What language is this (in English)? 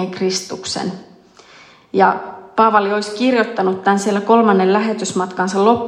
Finnish